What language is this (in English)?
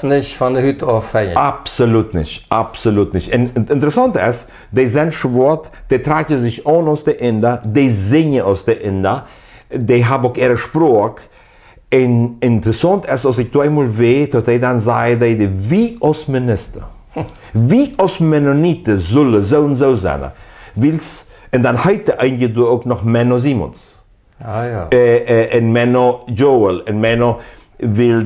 Plautdietsch